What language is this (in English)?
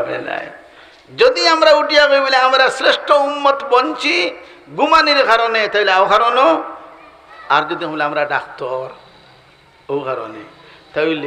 Sylheti